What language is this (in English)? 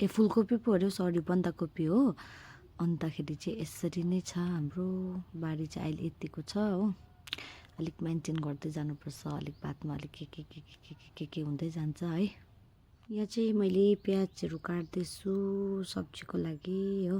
Nepali